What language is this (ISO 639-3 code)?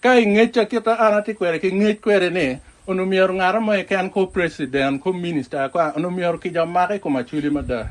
ach